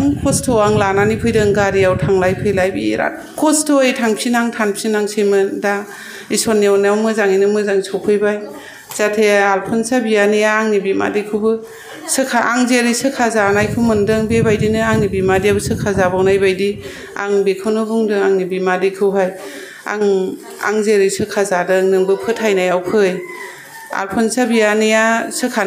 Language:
Bodo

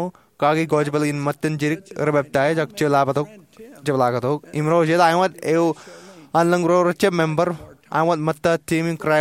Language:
Marshallese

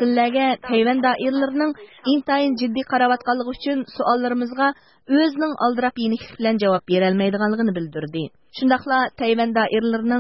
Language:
Uyghur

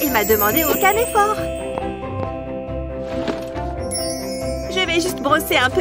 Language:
French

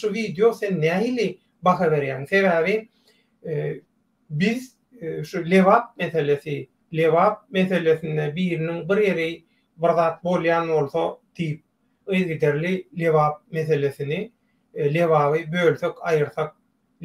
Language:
Turkmen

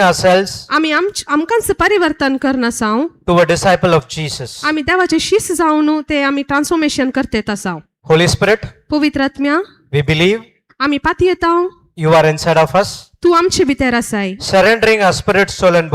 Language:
Konkani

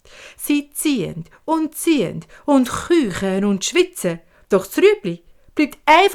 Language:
Swiss German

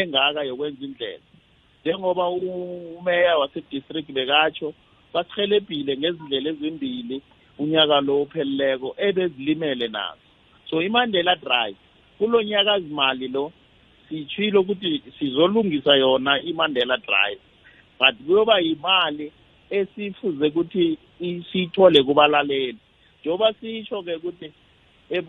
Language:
South Ndebele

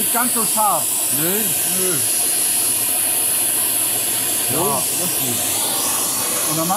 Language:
German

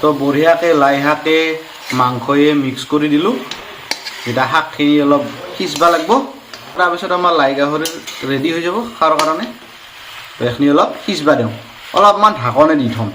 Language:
Assamese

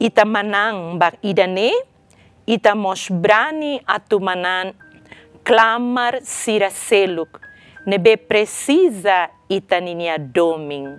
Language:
Tetum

